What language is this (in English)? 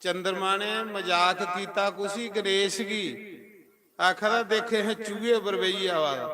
Dogri